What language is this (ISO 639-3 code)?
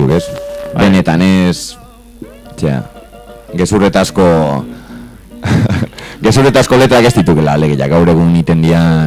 eus